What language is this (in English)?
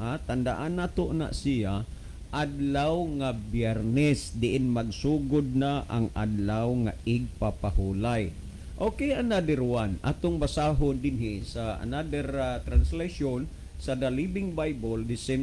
Cebuano